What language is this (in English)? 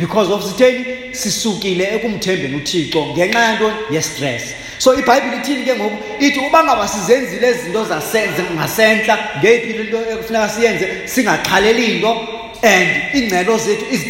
Xhosa